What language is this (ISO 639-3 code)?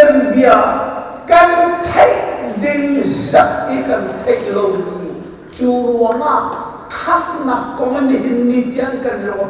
cnh